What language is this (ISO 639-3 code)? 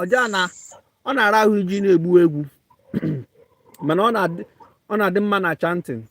ibo